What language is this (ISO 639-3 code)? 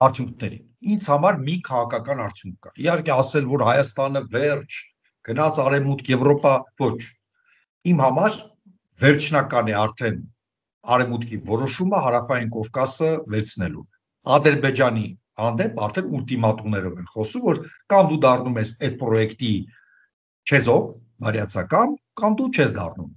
hye